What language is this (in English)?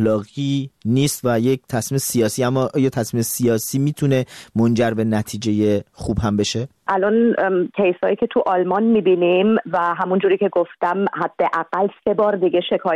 Persian